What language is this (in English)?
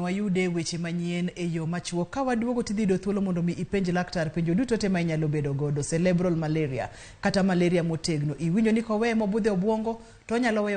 Luo (Kenya and Tanzania)